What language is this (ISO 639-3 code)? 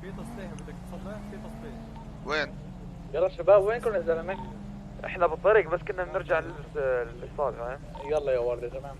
apc